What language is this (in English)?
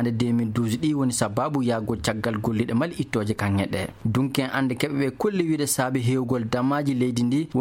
Fula